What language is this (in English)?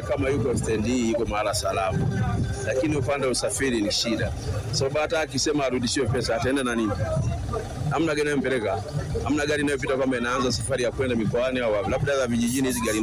Swahili